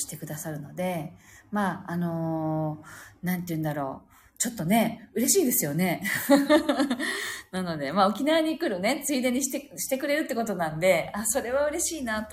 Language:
Japanese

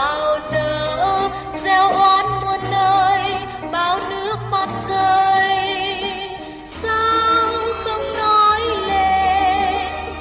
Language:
Vietnamese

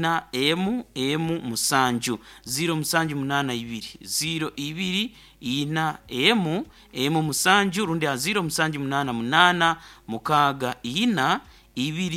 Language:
Nyoro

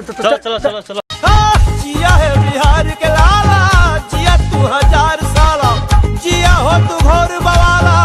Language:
Maithili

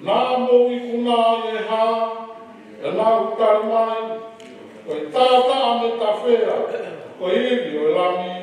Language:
Tongan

